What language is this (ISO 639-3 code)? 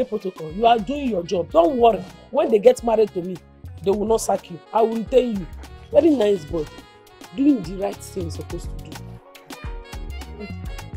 eng